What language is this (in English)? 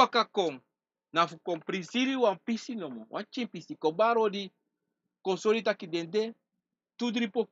Sranan Tongo